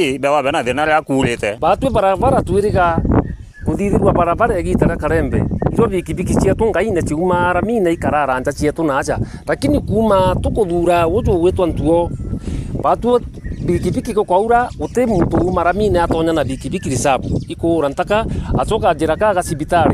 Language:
Meru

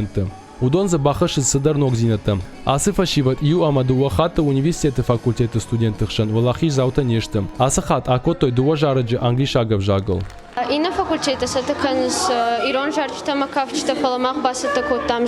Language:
Ossetic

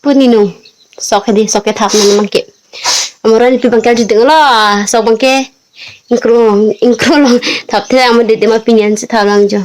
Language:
Karbi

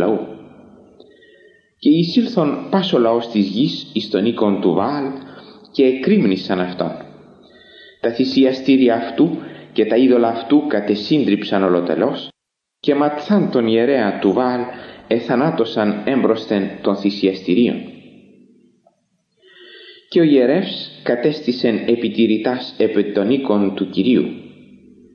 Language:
Greek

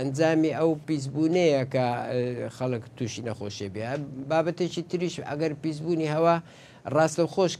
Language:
Central Kurdish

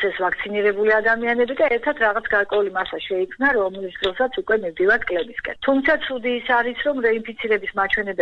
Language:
Georgian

